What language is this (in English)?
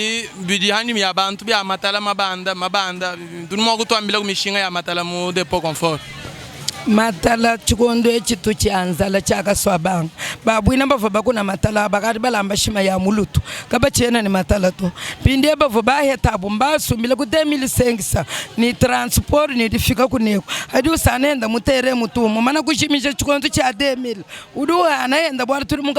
Luba-Lulua